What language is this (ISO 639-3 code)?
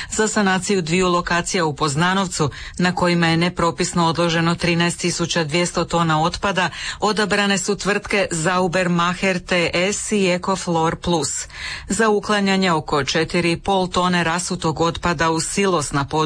hrv